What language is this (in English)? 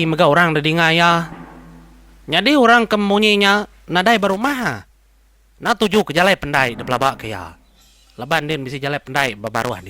Iban